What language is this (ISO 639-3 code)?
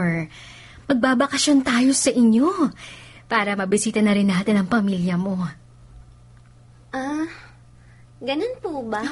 fil